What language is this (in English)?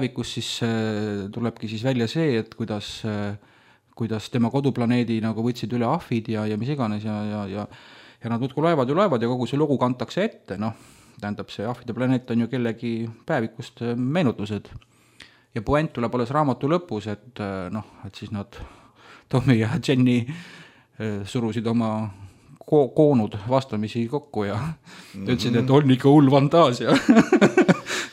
Estonian